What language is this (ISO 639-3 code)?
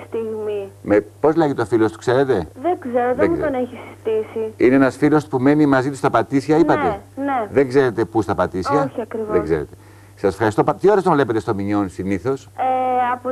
ell